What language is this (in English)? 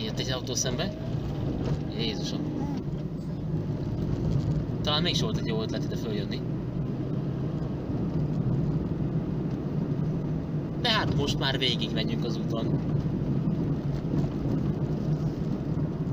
Hungarian